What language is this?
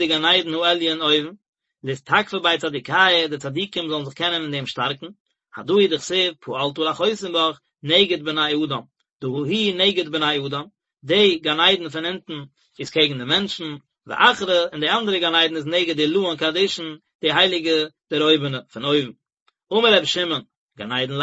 Yiddish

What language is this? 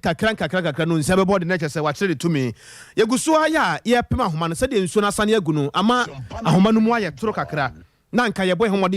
Akan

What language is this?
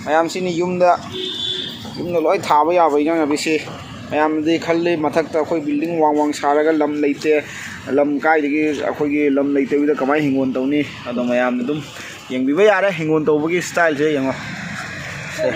Manipuri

